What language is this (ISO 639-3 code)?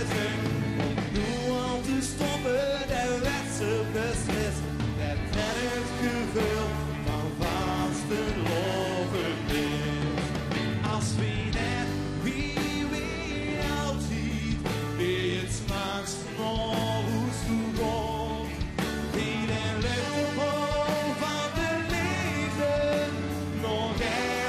lim